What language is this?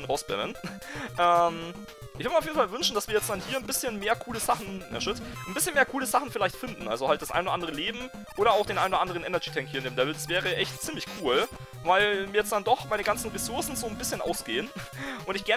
German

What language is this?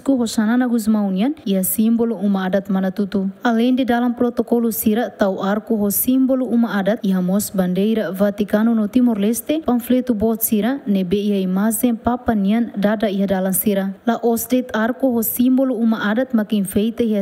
Tetum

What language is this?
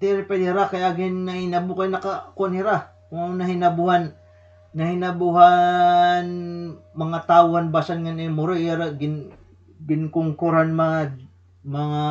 Waray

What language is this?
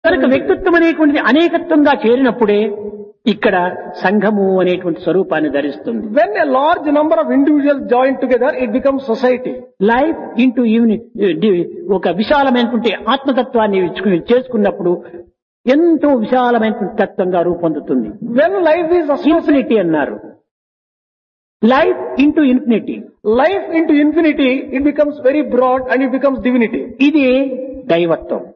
Telugu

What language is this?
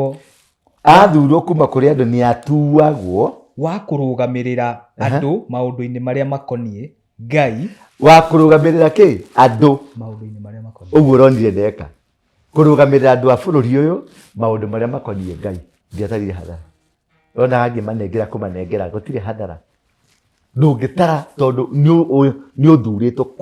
Kikuyu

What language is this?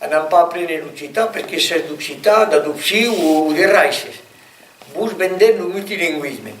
Occitan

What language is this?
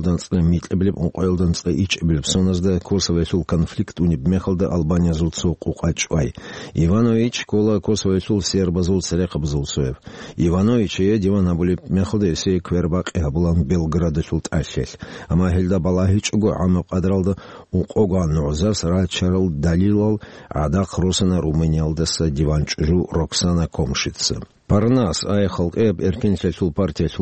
Avaric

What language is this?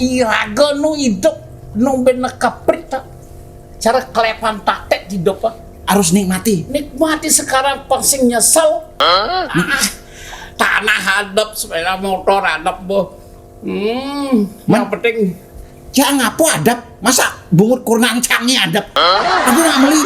Balinese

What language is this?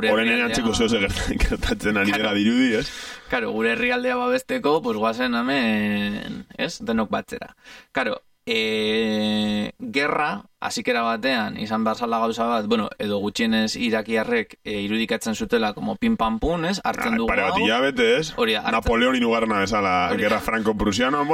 Basque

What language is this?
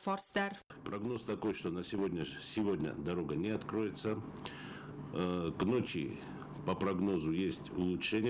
Ossetic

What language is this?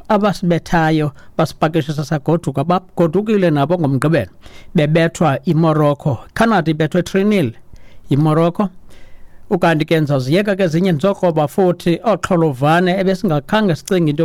Xhosa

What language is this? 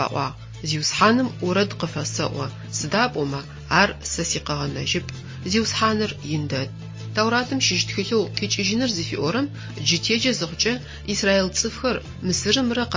Adyghe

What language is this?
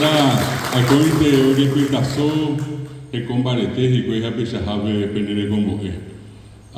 Guarani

